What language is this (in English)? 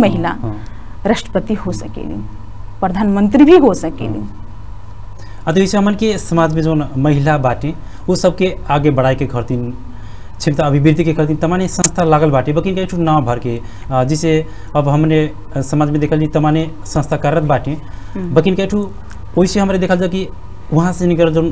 Bhojpuri